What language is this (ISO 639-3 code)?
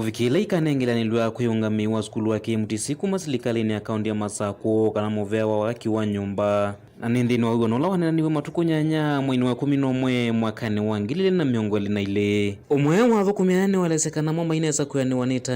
kam